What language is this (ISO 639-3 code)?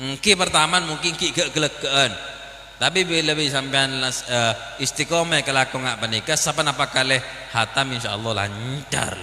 mad